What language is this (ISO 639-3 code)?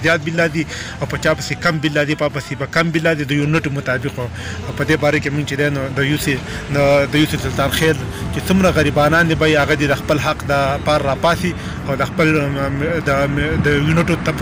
pus